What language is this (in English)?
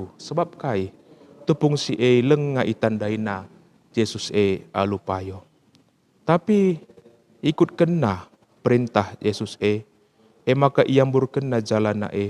Batak Karo